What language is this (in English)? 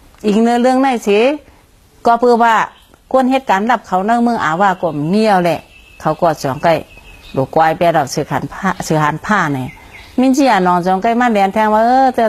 Shan